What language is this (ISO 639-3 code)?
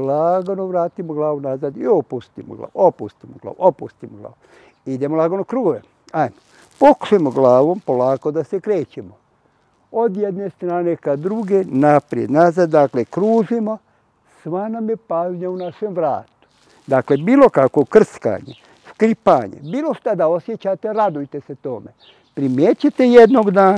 bos